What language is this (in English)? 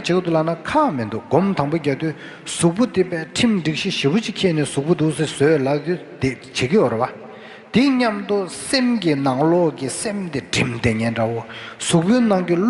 Tibetan